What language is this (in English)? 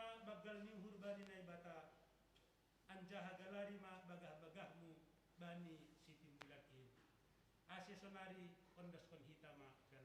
Batak Simalungun